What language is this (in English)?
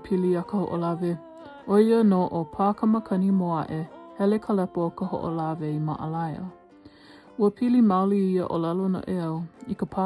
Hawaiian